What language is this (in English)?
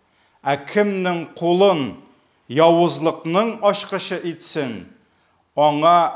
Tatar